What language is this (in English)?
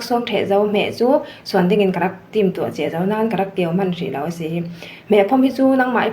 Falam Chin